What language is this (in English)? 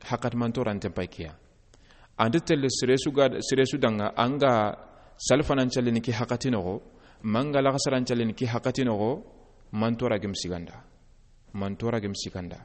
Soninke